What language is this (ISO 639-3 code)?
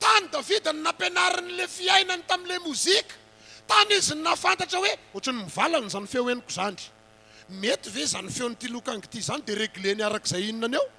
mlg